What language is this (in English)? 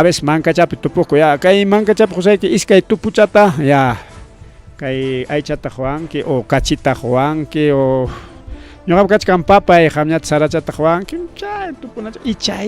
Ayacucho Quechua